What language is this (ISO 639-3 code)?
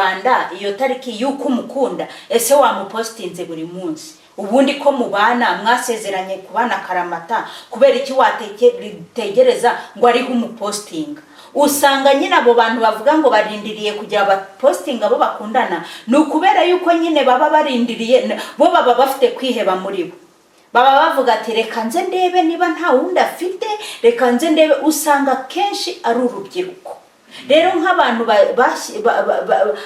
kin